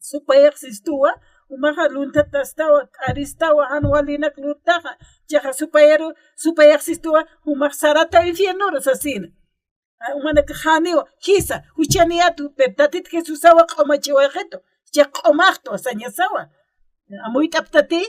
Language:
Aymara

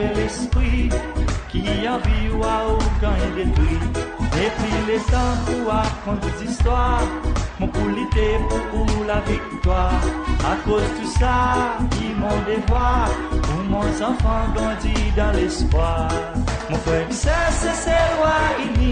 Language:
Seselwa Creole French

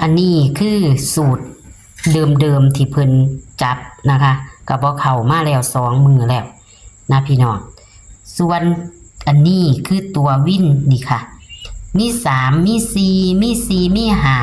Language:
Northeastern Thai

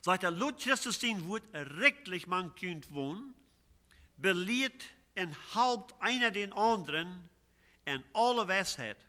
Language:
Plautdietsch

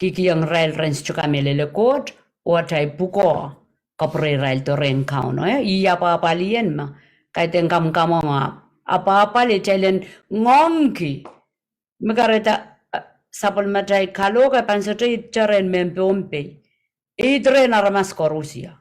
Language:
Pohnpeian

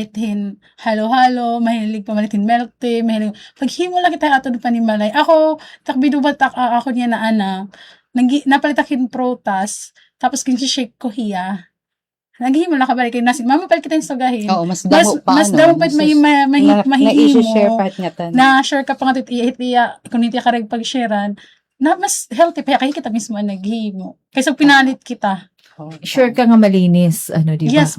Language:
Waray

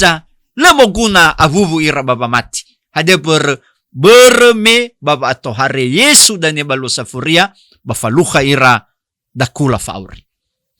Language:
Nias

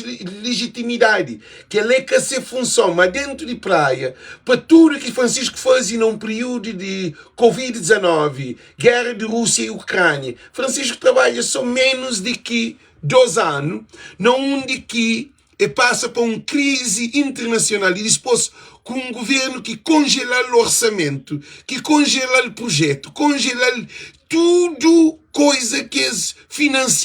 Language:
Kabuverdianu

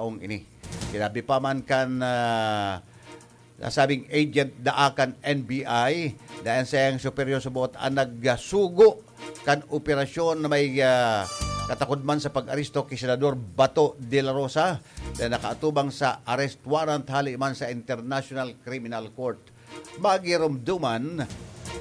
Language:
Bikol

